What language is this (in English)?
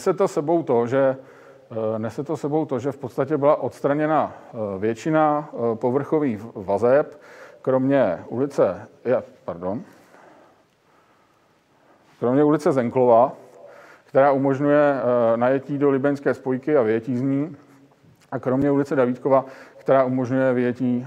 Czech